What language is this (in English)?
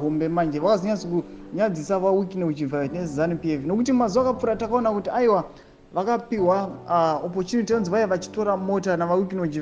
Shona